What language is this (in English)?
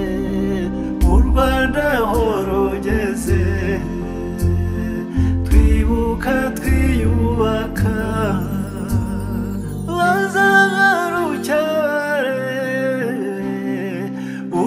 Kinyarwanda